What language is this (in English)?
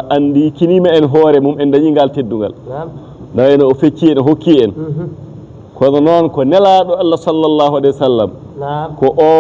Fula